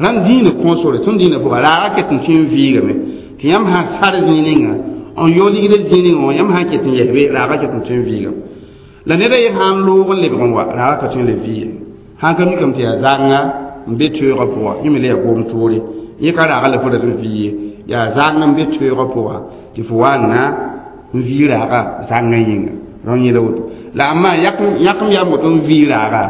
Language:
Mossi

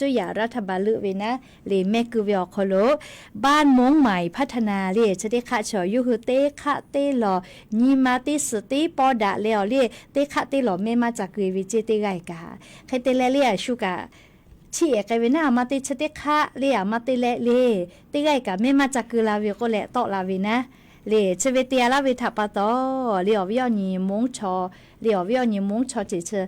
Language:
Lahu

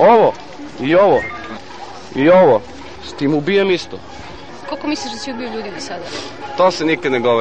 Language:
Serbian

